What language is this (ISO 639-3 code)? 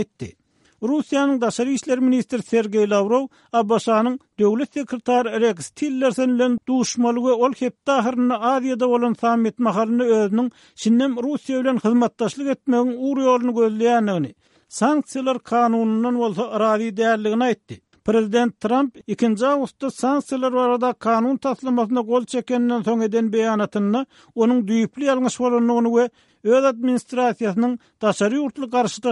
tuk